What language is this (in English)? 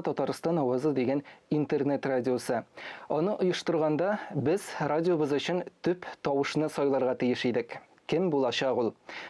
Tatar